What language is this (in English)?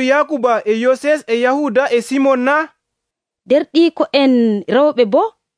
Nigerian Fulfulde